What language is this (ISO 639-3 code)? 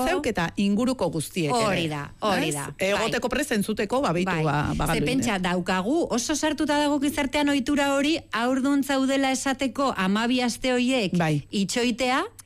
eus